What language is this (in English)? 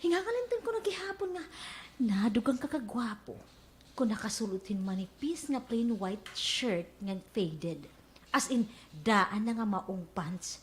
Waray